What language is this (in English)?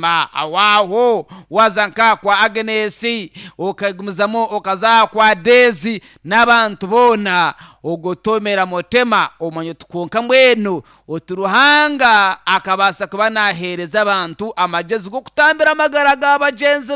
Nyankole